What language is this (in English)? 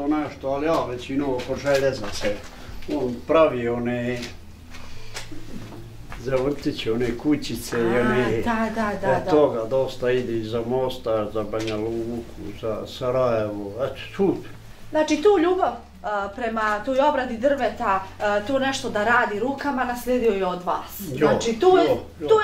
Bosnian